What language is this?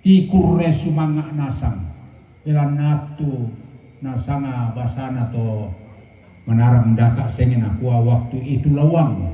Toraja-Sa'dan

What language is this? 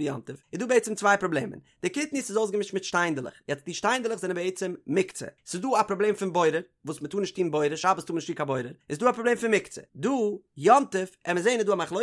Yiddish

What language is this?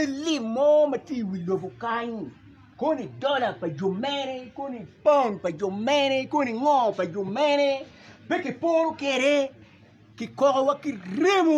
Acoli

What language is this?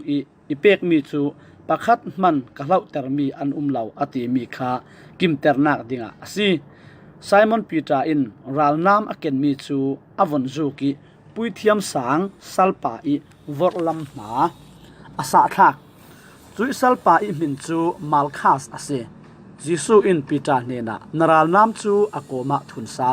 Falam Chin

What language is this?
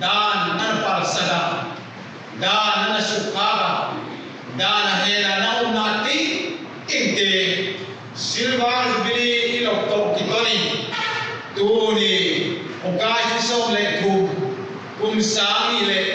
Paite Chin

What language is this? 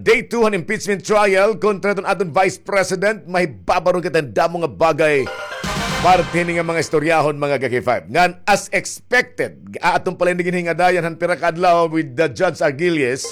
Waray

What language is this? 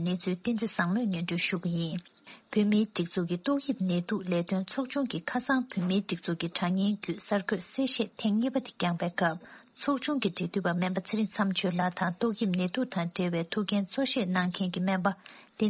Tibetan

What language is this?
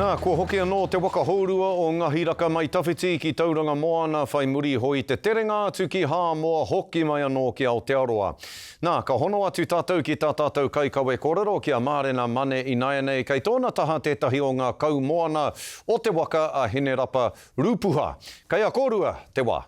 Māori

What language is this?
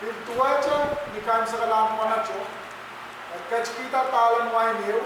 Pohnpeian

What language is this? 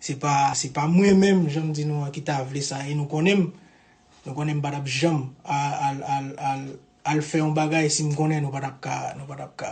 Haitian Creole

